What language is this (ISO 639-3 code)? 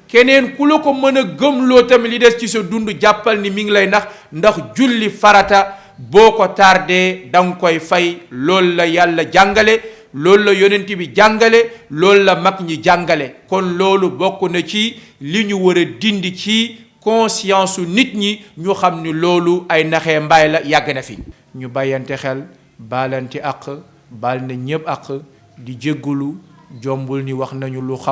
wol